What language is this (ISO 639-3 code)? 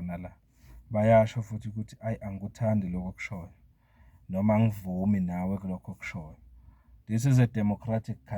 zul